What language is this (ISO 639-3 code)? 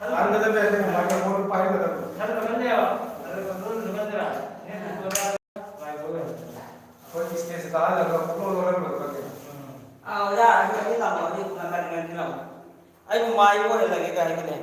mni